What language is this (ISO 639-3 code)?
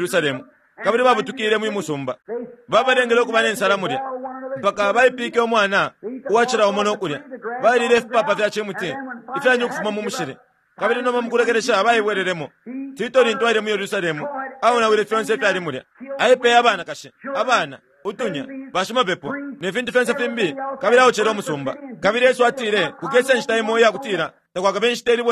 bem